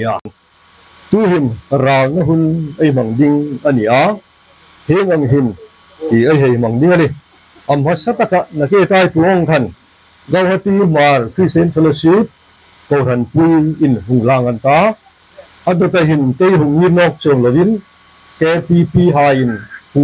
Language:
Hmar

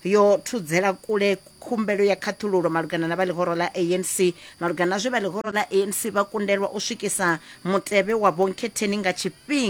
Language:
Venda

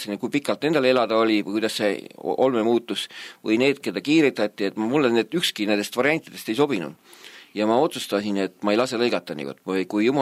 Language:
Estonian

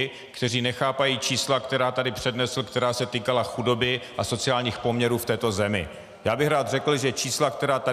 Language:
Czech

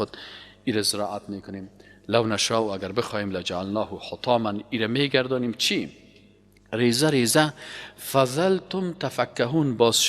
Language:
Persian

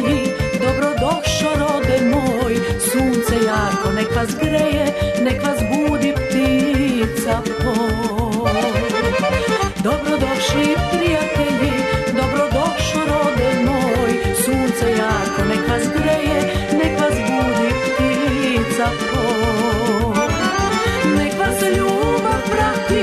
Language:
Serbian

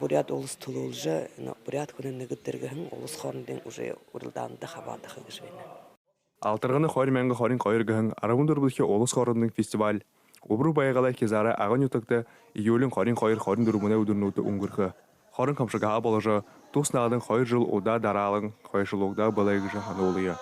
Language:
Buriat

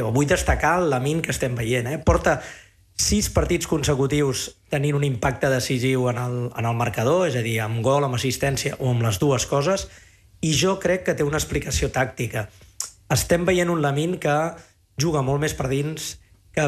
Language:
Catalan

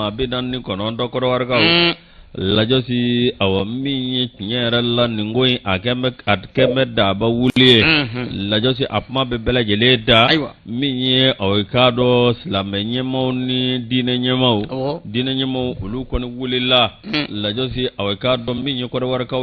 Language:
Bambara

